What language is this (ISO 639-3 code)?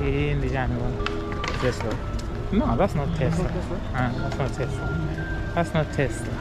nya